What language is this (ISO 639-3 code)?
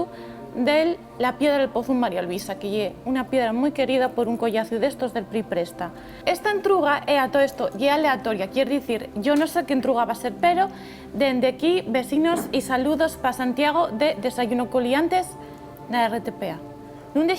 ast